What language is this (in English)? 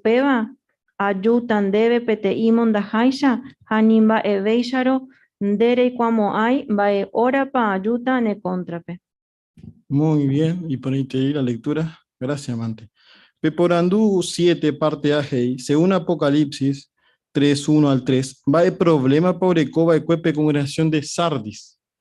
Guarani